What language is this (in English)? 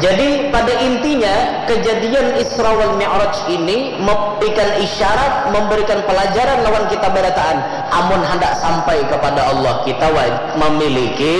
Banjar